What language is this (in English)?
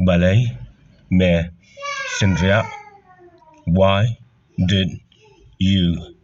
Khasi